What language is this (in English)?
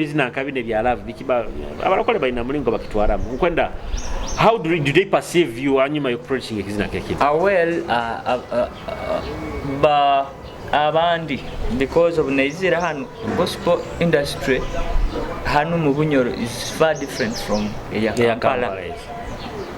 Nyoro